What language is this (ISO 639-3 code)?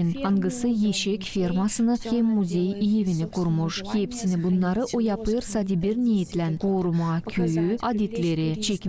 gag